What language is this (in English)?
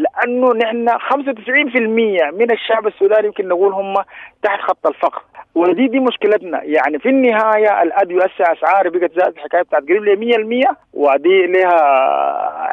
Sudanese Arabic